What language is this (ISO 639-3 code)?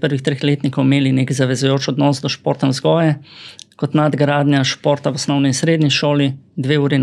slv